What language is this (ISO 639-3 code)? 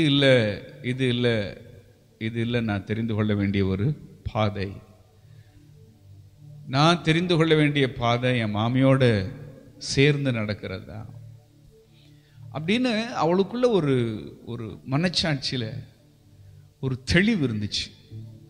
tam